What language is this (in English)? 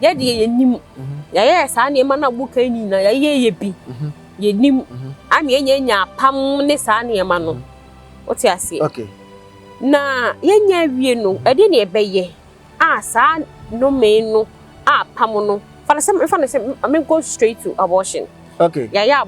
Akan